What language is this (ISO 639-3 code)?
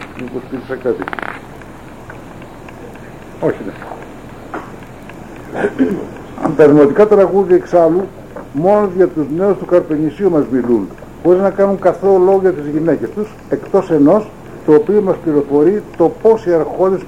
ell